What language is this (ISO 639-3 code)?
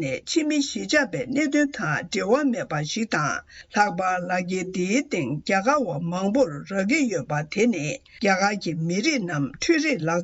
bod